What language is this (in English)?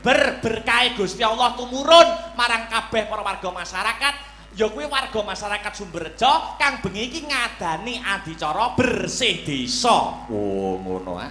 Javanese